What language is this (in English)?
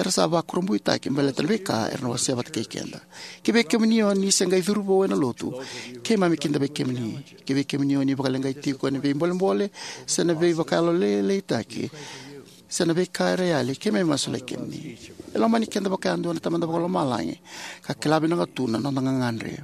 Fijian